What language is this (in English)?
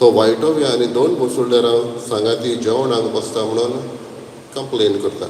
Konkani